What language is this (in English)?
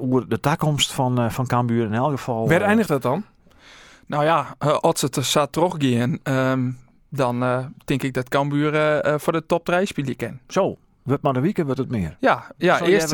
Western Frisian